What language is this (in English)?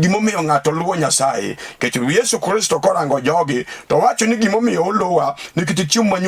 Luo (Kenya and Tanzania)